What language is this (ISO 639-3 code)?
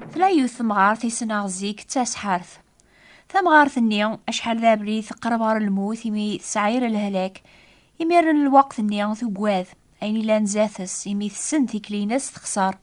kab